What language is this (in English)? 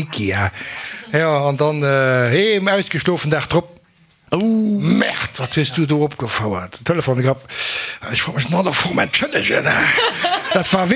Luxembourgish